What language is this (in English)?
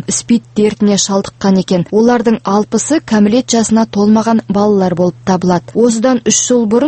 Kazakh